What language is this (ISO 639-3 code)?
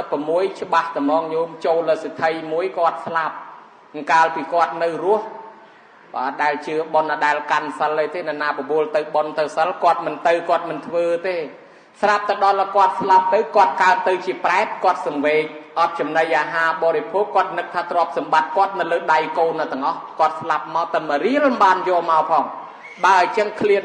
khm